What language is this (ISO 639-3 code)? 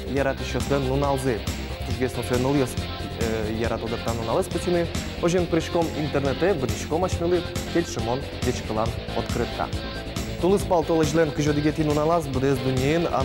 udm